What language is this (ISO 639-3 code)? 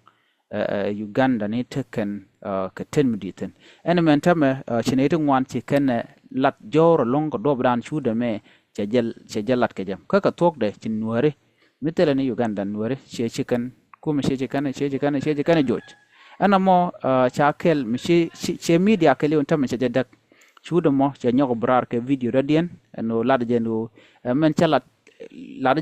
nus